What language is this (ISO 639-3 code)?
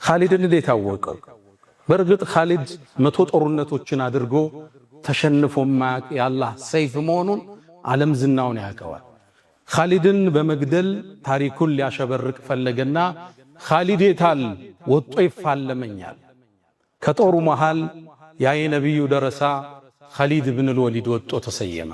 amh